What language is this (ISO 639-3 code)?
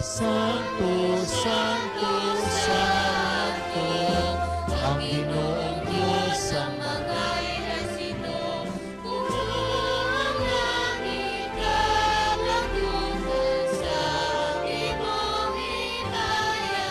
hil